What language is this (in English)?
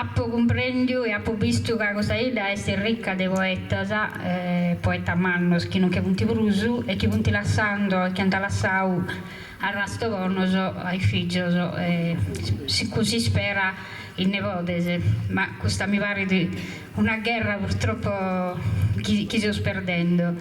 Sardinian